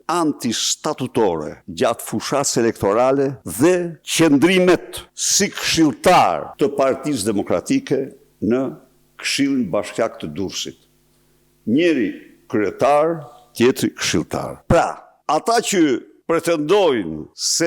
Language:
Albanian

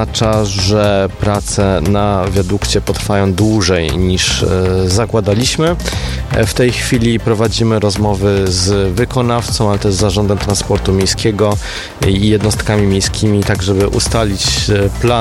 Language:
Polish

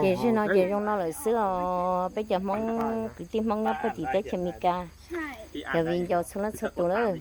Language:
Hmong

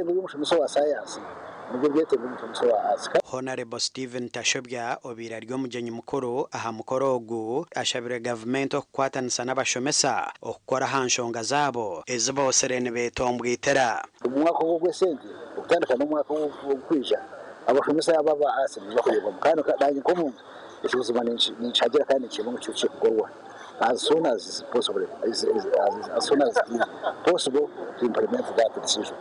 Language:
Nyankole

